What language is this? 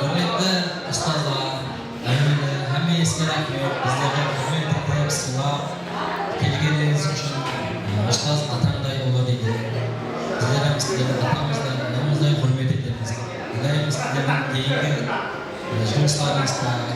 Kara-Kalpak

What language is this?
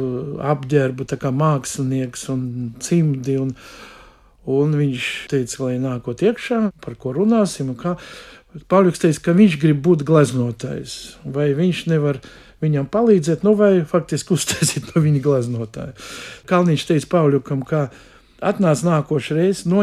Latvian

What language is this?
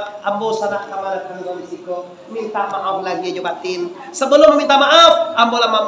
Minangkabau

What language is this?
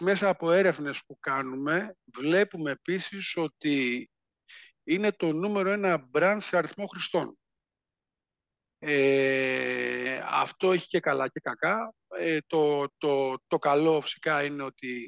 Greek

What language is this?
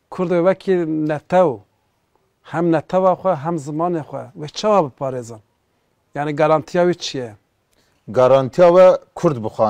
Kurdish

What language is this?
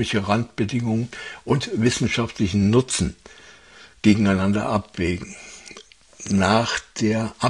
German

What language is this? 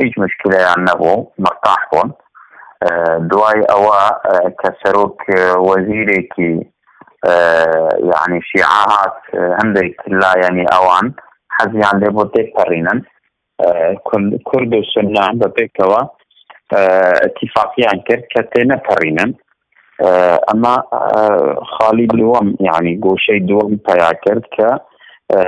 Central Kurdish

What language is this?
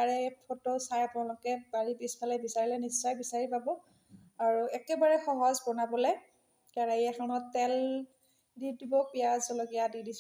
Assamese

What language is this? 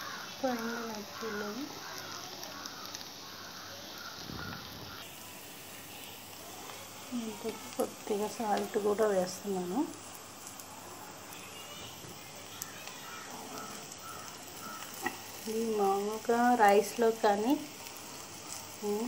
Telugu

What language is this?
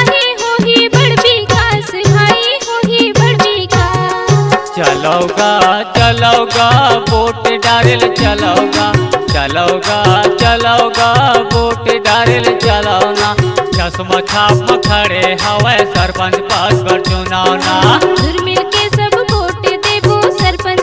Chhattisgarhi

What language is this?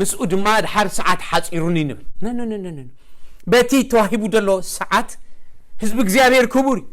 Tigrinya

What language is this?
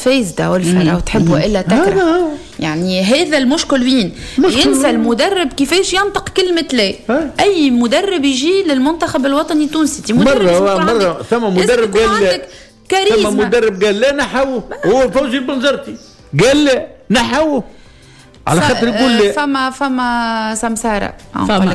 Tunisian Arabic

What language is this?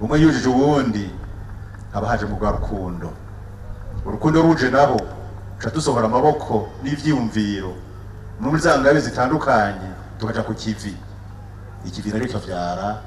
Rundi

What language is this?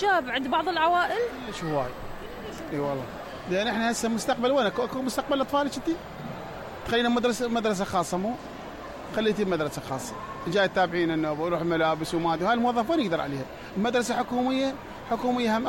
Mesopotamian Arabic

